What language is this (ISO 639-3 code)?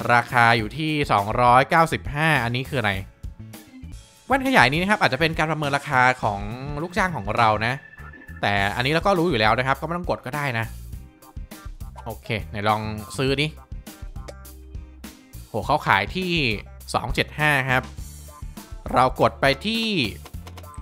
tha